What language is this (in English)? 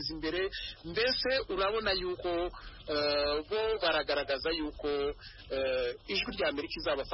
Kinyarwanda